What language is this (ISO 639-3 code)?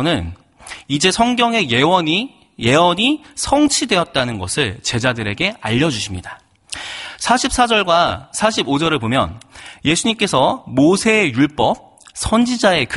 kor